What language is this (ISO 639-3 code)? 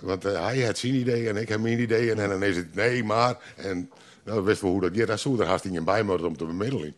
fry